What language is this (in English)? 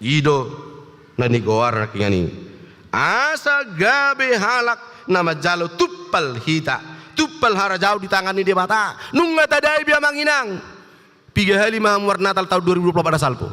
Batak Toba